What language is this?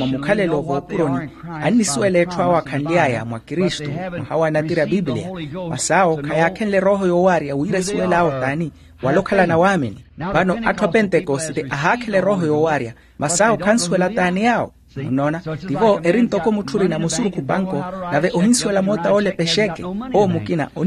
Makhuwa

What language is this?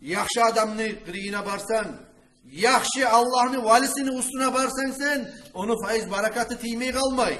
Kumyk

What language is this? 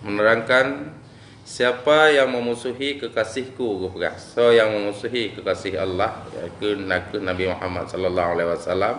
Achinese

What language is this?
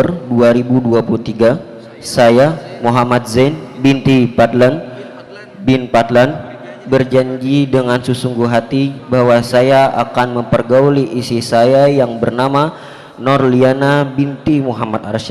Banjar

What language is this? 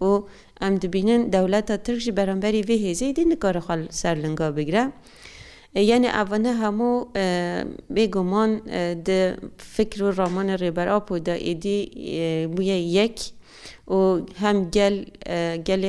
Kurdish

